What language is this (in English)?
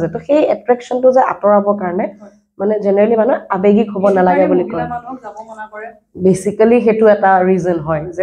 Assamese